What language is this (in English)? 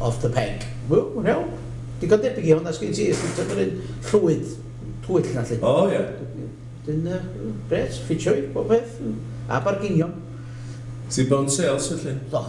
Welsh